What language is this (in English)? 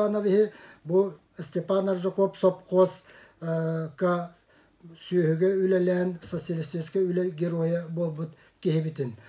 Yakut